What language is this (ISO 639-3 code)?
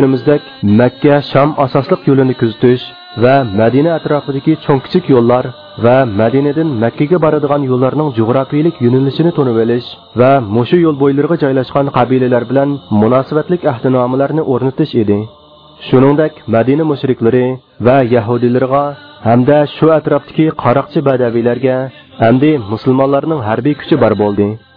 uig